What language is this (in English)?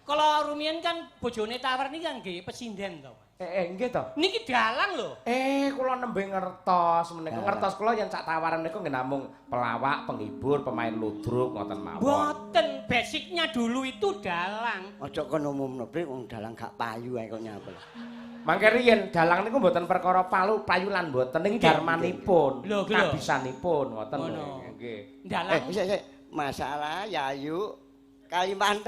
Javanese